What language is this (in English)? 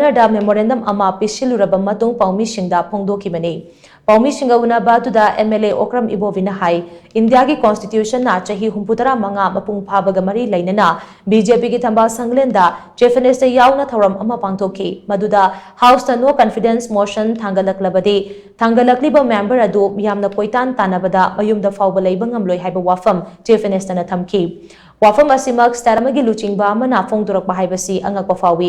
Manipuri